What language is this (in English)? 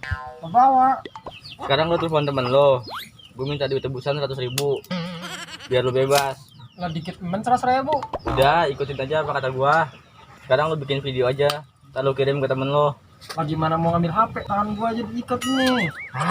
Betawi